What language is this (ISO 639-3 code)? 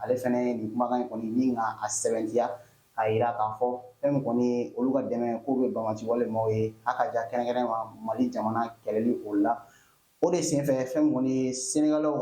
bam